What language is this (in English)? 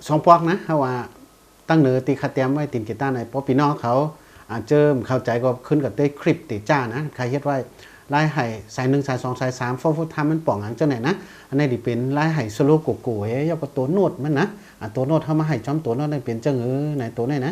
Shan